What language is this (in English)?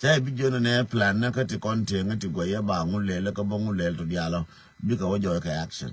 Nuer